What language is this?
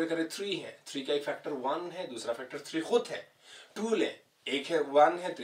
Hindi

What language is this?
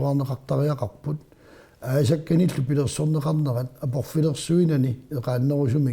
Kalaallisut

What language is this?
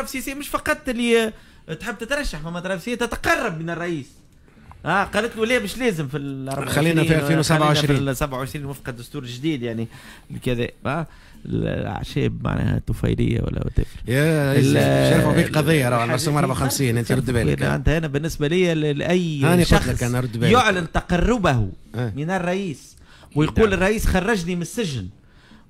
Tunisian Arabic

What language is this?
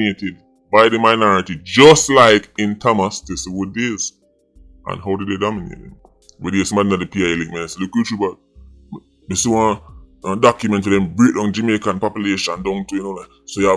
Jamaican Creole English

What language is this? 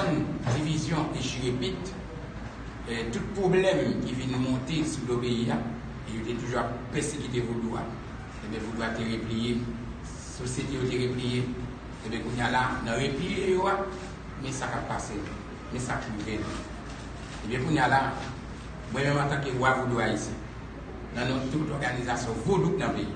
Haitian Creole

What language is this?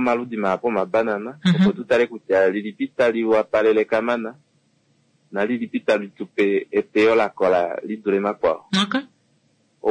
Kuanyama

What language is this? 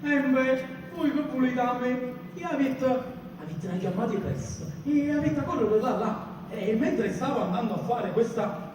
Neapolitan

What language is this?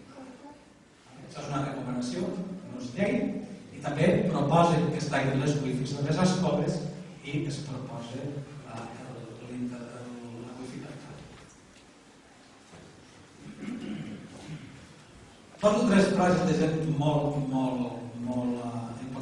Catalan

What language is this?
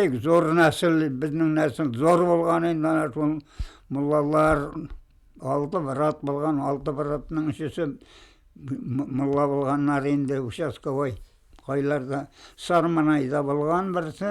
Bashkir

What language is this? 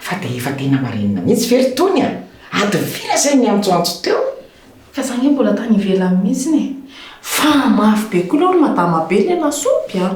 Malagasy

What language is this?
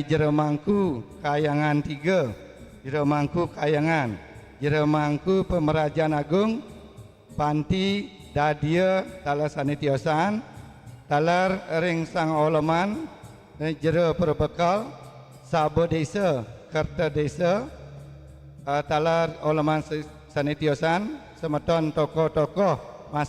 Balinese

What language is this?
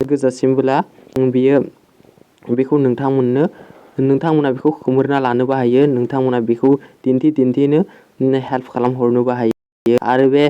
Bodo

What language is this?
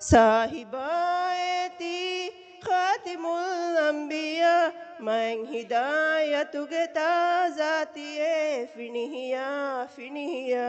Divehi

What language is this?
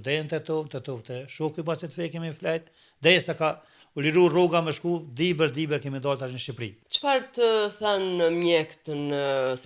Albanian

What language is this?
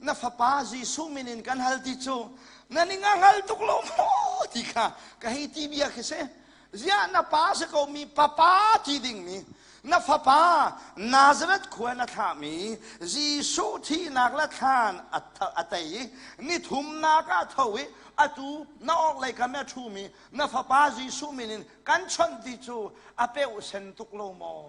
Hakha Chin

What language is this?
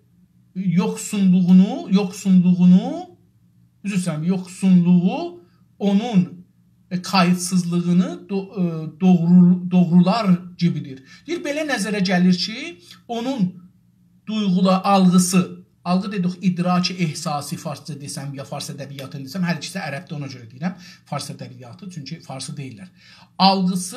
South Azerbaijani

